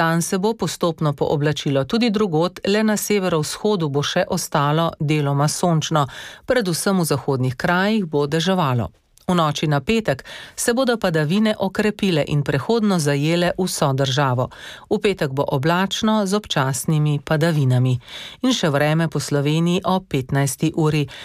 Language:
Slovenian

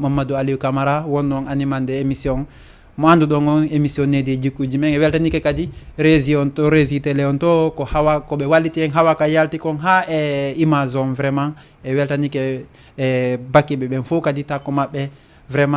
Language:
Fula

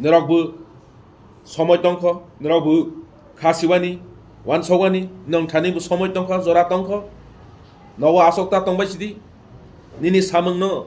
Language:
Kok Borok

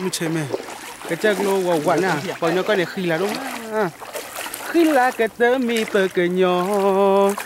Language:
S'gaw Karen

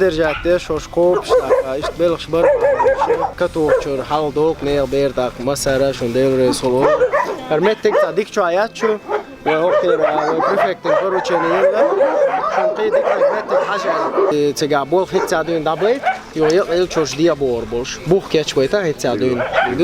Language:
Chechen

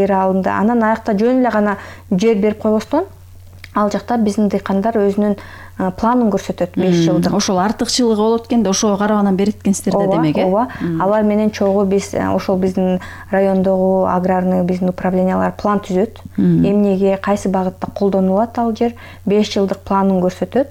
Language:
Kyrgyz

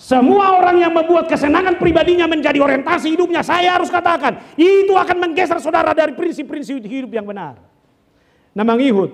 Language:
Batak Toba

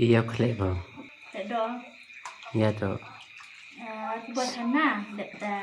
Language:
Khasi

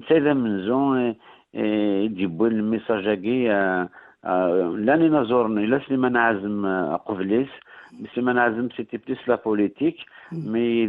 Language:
Kabyle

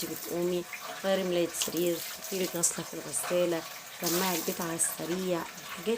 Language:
Egyptian Arabic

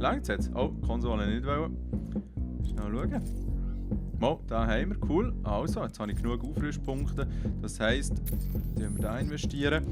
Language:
Swiss German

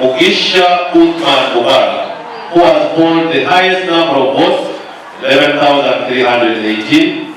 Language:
Nyankole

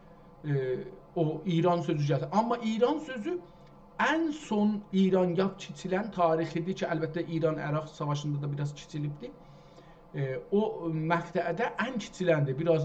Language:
South Azerbaijani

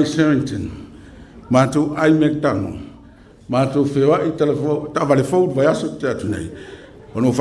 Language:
Samoan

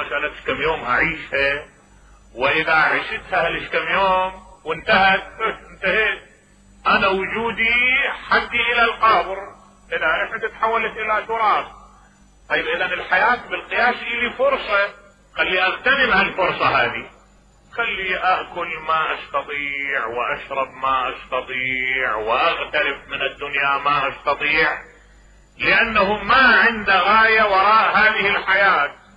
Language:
Mesopotamian Arabic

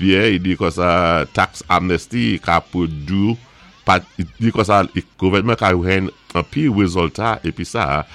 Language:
Saint Lucian Creole French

